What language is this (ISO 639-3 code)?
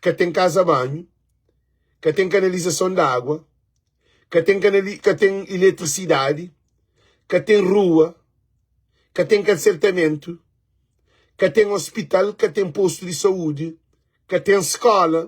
kea